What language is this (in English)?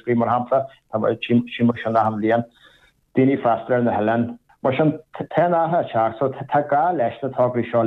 Irish